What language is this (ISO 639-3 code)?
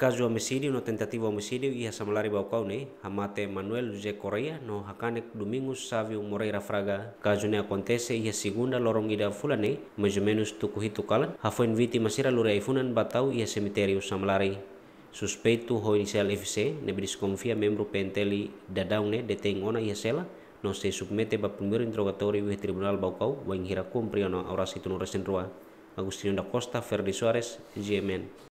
tet